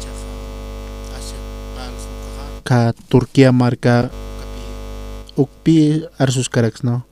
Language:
Aymara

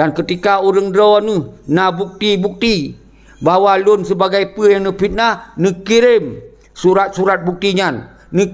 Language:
Achinese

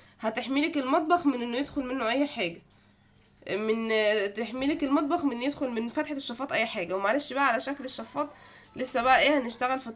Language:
Egyptian Arabic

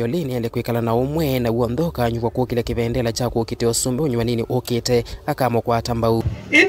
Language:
Kamba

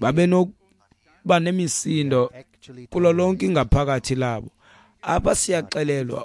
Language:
Xhosa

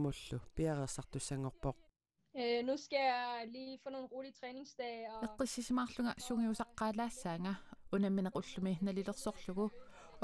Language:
Kalaallisut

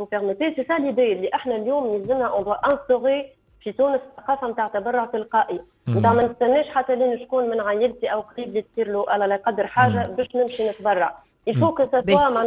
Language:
Tunisian Arabic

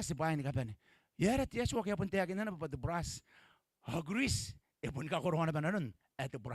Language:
Gilbertese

